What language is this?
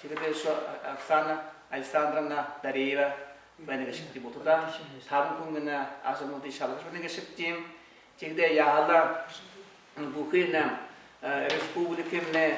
Buriat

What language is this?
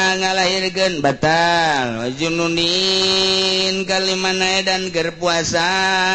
Sundanese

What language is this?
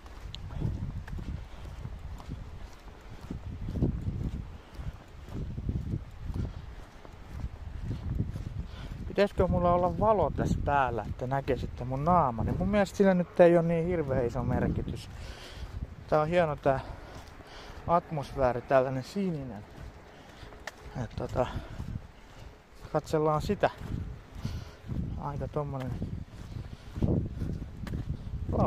Finnish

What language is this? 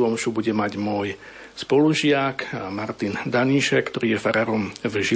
Slovak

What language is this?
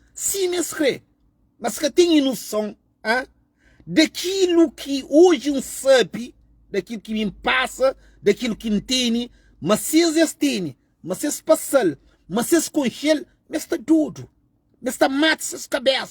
Kabuverdianu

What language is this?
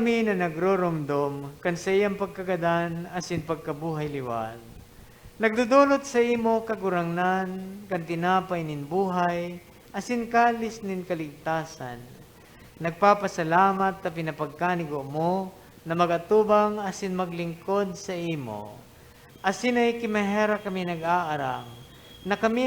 Bikol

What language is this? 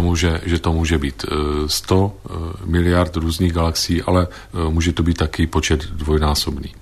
Czech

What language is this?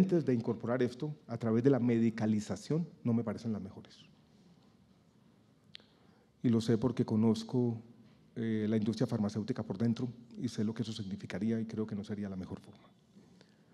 Spanish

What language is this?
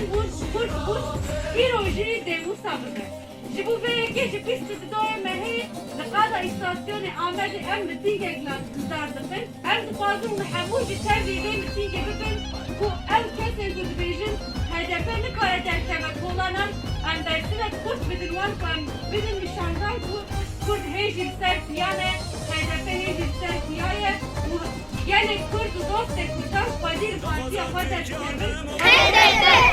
Kurdish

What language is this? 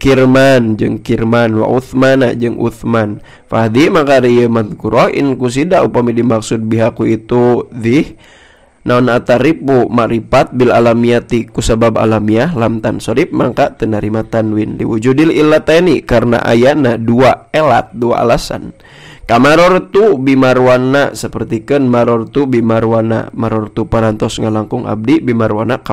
Sundanese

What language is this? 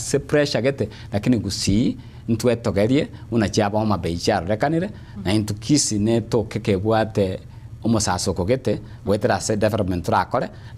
Gusii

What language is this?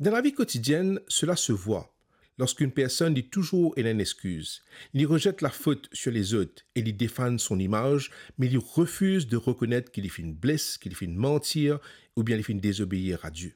Morisyen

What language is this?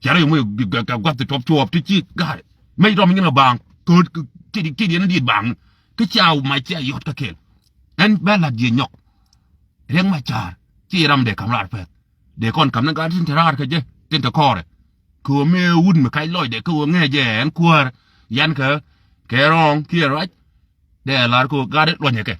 Nuer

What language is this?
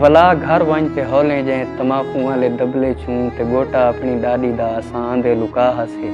Saraiki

